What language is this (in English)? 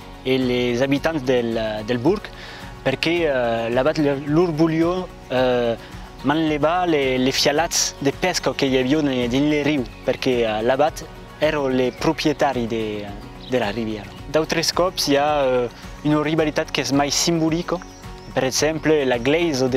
Occitan